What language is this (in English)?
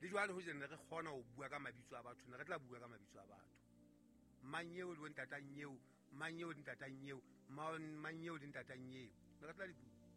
Southern Sotho